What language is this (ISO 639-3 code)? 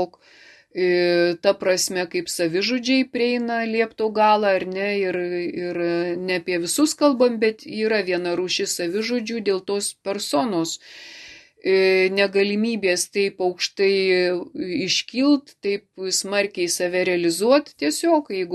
lit